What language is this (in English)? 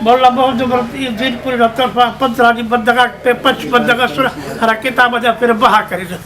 Brahui